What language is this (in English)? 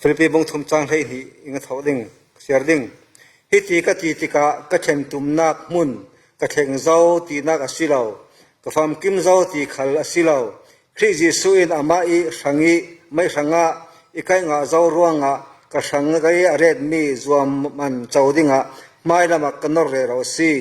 Falam Chin